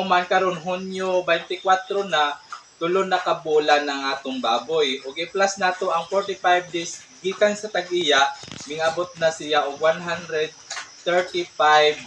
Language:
Cebuano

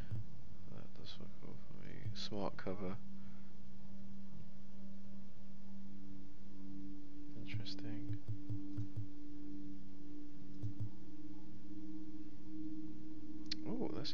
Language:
English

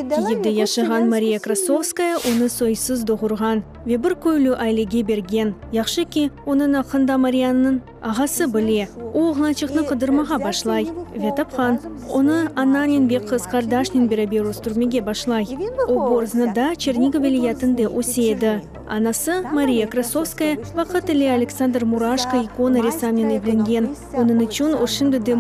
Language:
Crimean Tatar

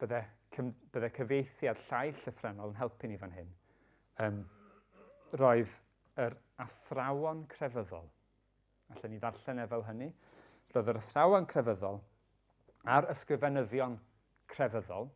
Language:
Welsh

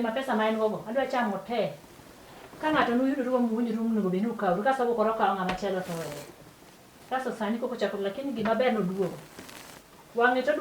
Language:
Luo (Kenya and Tanzania)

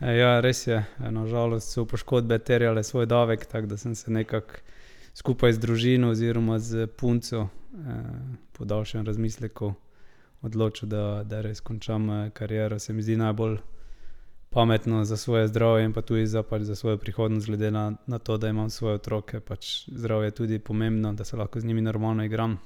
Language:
Slovenian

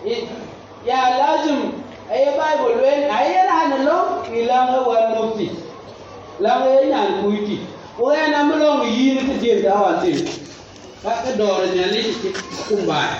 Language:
Dinka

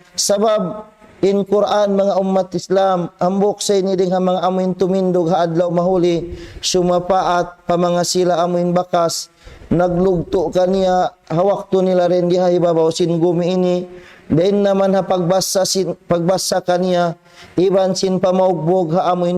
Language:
Tausug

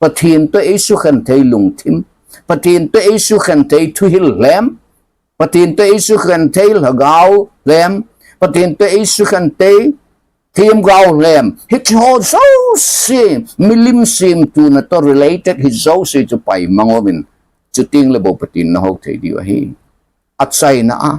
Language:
Thado Chin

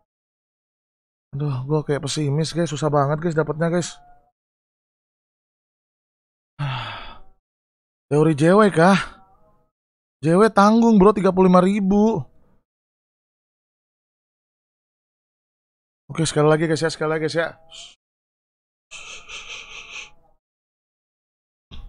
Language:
Indonesian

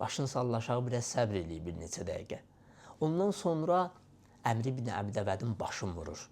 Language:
Azerbaijani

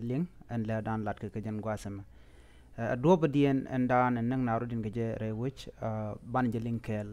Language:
Nuer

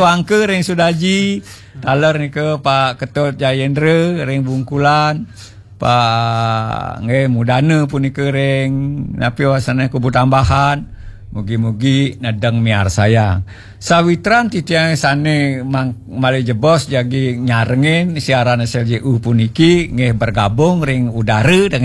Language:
Balinese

